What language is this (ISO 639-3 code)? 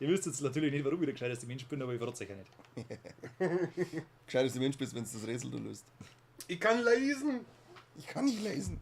bar